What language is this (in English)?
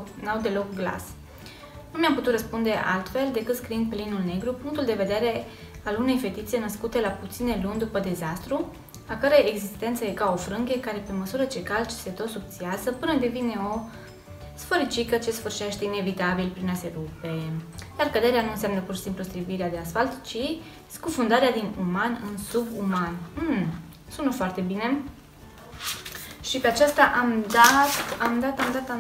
Romanian